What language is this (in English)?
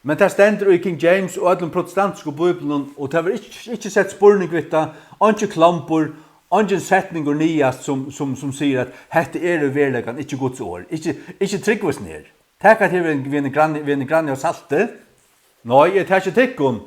Faroese